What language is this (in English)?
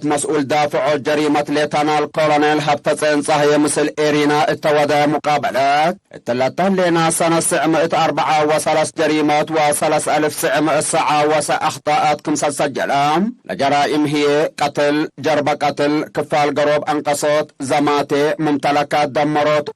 Tigre